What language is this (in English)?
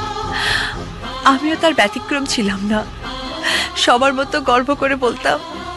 Bangla